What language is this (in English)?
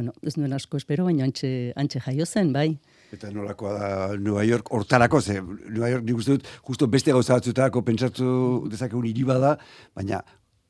Basque